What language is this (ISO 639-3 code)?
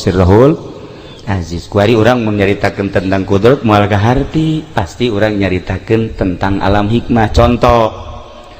sun